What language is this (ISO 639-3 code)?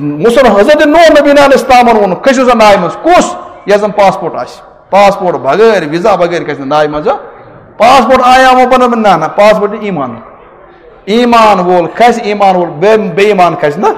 kas